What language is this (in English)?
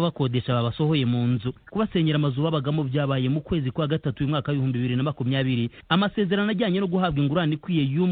Kinyarwanda